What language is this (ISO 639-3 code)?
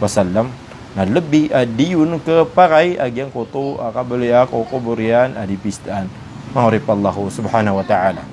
mrw